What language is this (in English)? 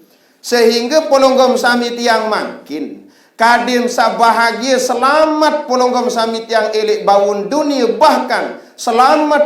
Sasak